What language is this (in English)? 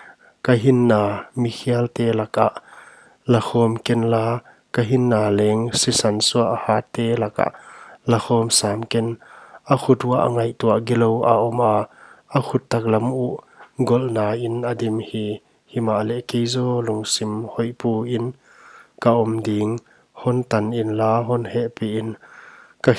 Paite Chin